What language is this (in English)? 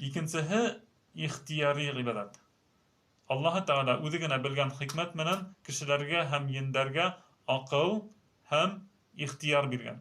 Bashkir